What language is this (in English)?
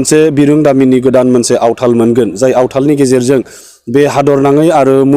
Bodo